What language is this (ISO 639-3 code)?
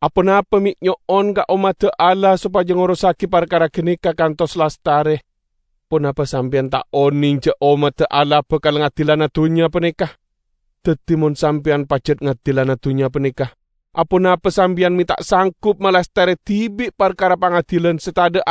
mad